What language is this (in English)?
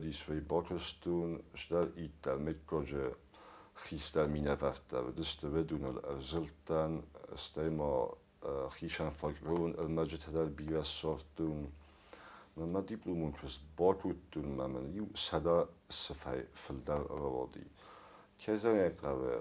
Ossetic